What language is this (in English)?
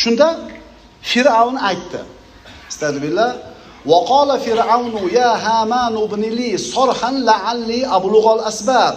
Uzbek